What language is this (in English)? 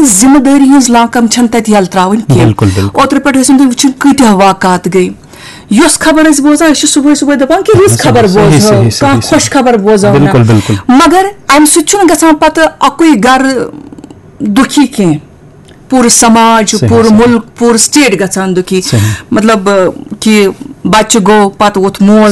Kashmiri